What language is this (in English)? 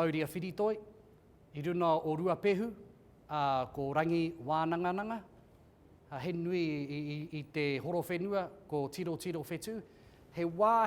Māori